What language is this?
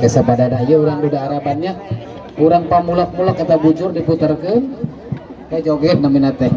Sundanese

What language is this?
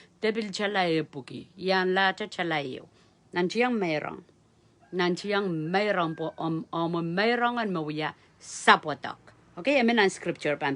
Pohnpeian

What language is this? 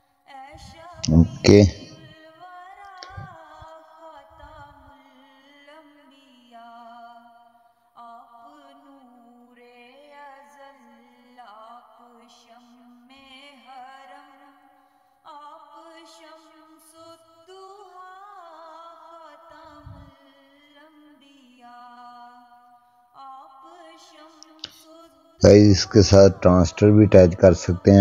Urdu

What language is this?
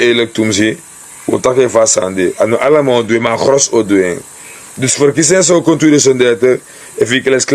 Sranan Tongo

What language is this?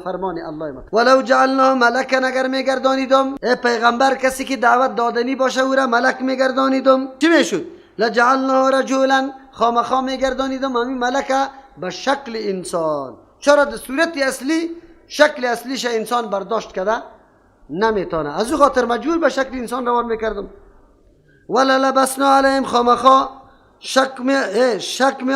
Persian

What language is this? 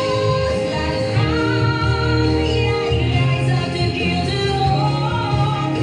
Dutch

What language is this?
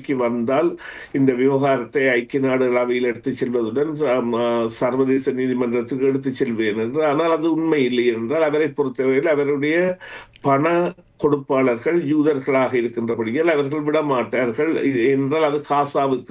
Tamil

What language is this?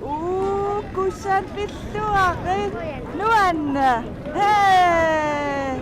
Kalaallisut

